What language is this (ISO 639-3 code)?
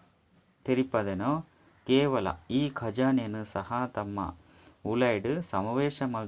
tcy